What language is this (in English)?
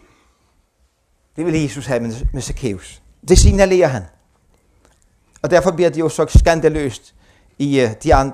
Danish